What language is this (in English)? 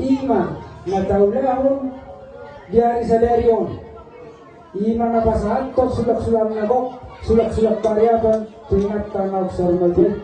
Batak Toba